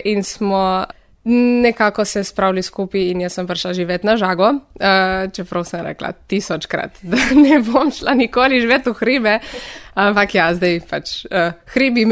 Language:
Slovenian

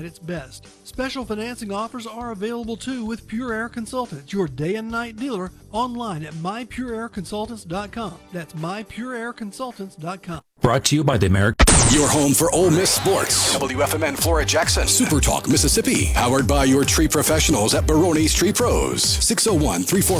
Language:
English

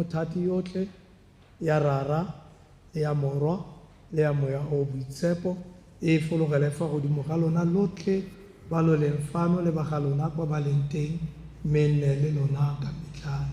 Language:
Tswana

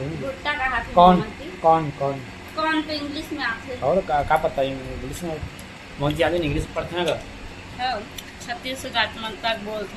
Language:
Chhattisgarhi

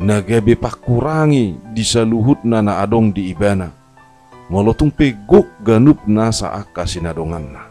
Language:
Batak Toba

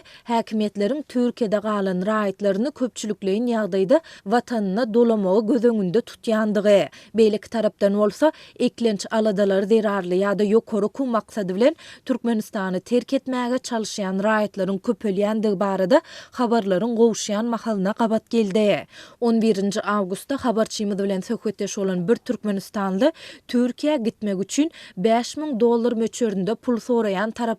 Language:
Turkmen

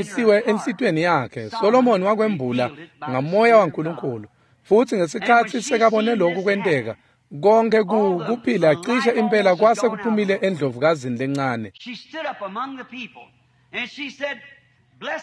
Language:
Swati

